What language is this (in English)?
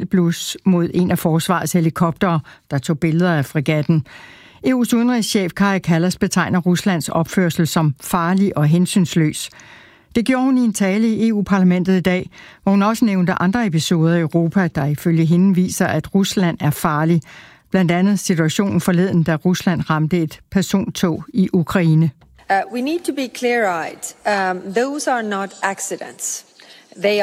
Danish